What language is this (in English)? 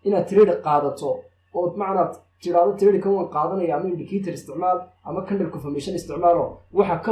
Somali